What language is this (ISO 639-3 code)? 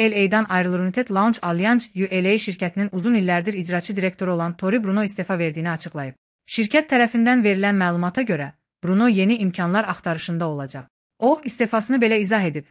aze